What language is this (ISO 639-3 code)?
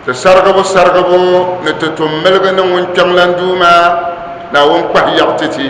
dag